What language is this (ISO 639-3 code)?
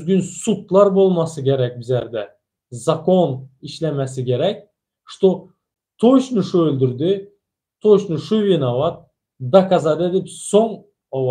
tuk